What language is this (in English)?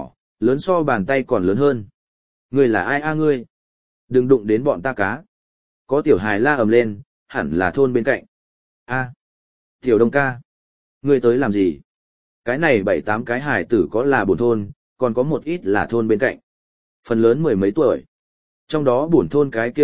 Vietnamese